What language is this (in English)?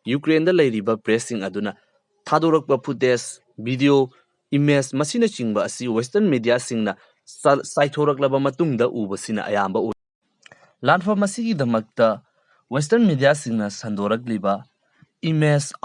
Manipuri